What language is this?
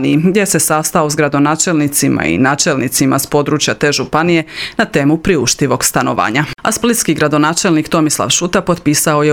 Croatian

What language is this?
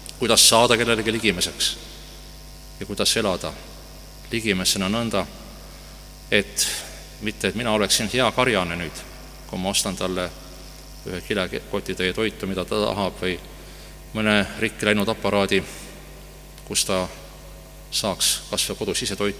Estonian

